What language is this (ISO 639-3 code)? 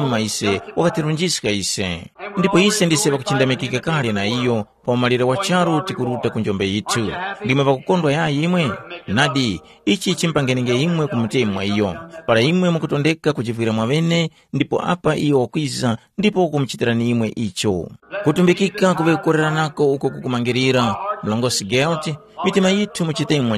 tum